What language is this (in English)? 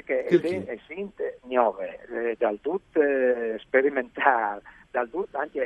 Friulian